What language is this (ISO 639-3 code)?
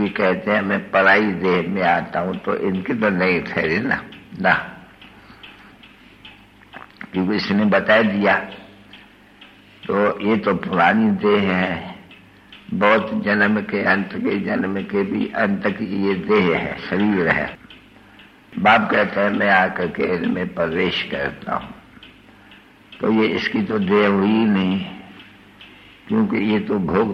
hin